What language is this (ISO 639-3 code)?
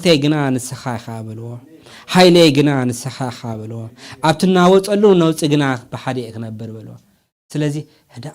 tir